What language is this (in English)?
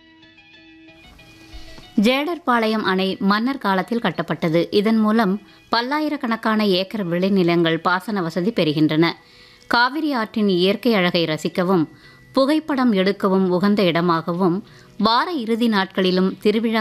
Tamil